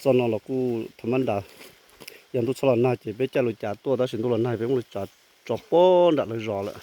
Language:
Hmong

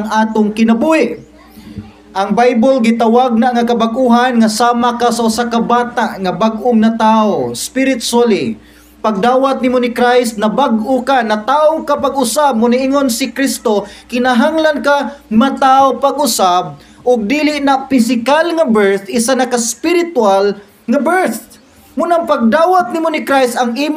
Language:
Cebuano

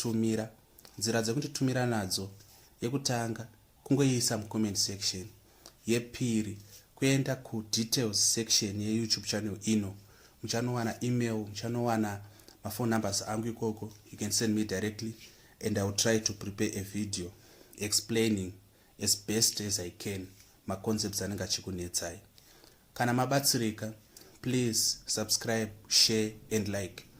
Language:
Shona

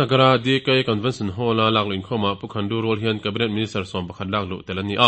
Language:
Mizo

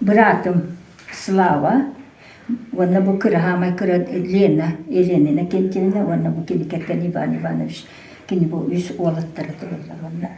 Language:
Yakut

